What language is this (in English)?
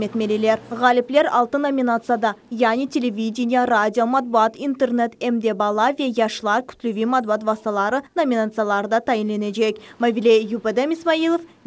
Crimean Tatar